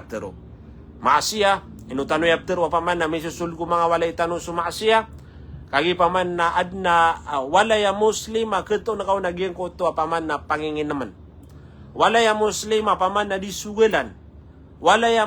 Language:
Maranao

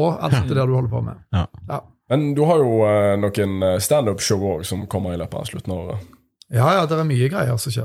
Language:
Norwegian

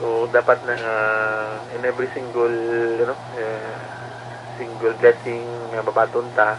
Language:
Hiligaynon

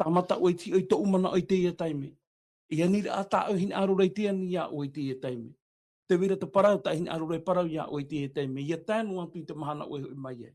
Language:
Tahitian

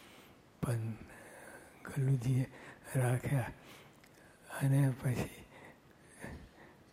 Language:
Gujarati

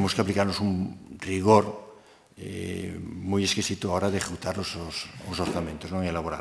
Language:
Galician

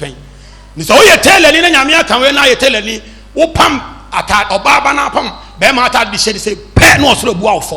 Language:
Akan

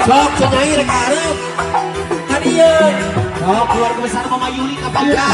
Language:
Sundanese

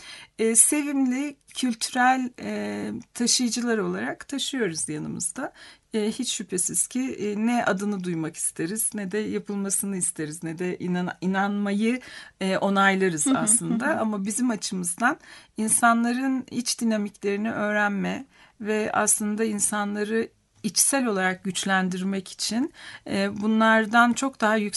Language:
Turkish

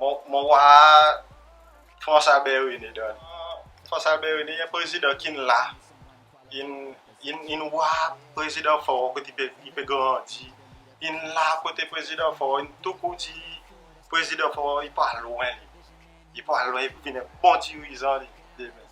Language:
Seselwa Creole French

